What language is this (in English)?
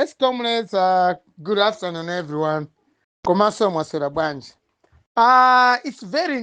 Nyanja